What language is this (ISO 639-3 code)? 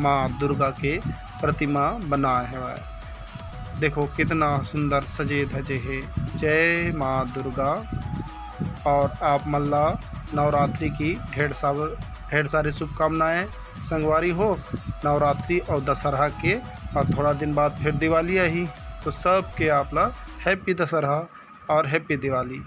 hne